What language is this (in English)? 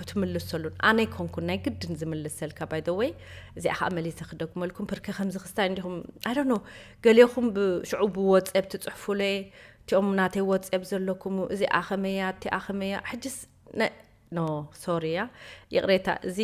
Tigrinya